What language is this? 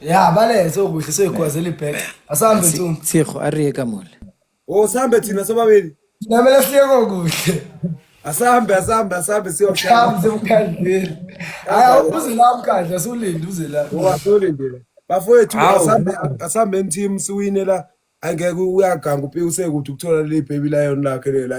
Zulu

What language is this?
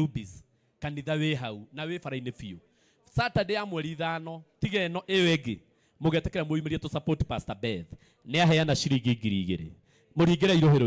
Kikuyu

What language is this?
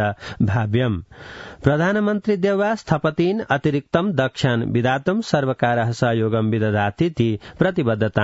Sanskrit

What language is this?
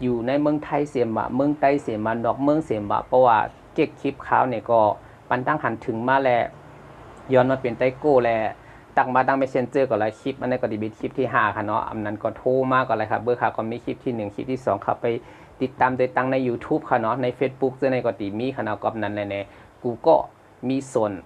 Shan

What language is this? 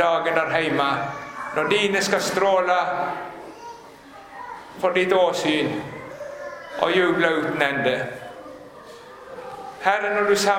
Norwegian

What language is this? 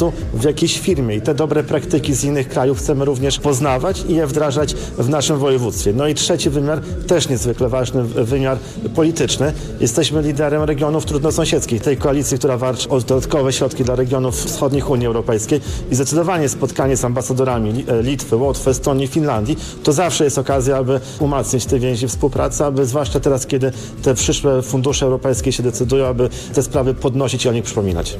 Polish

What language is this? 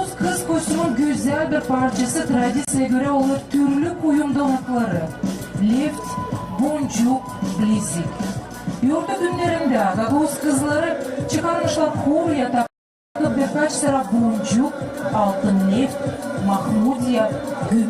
Gagauz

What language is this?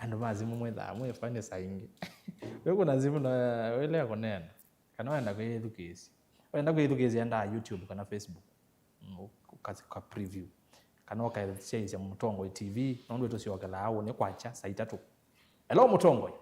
Kamba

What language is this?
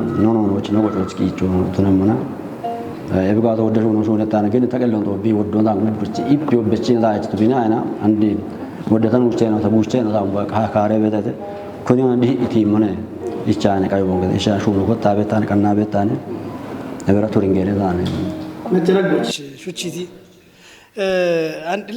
Kafa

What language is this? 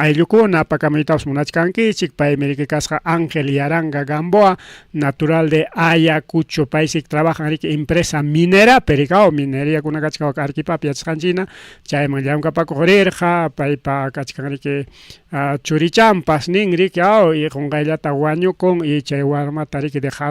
Ayacucho Quechua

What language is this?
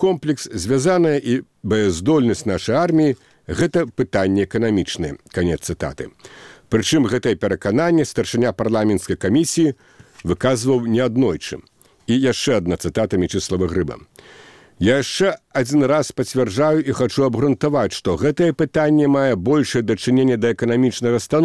Belarusian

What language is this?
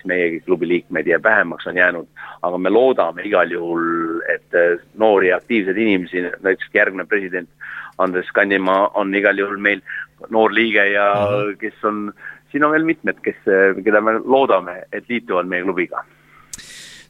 Estonian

